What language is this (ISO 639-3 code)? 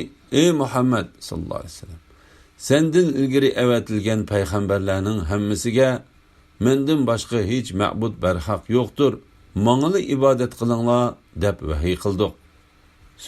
uig